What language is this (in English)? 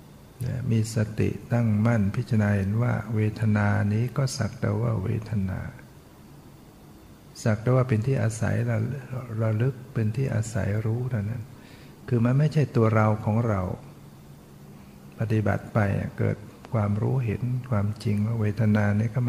Thai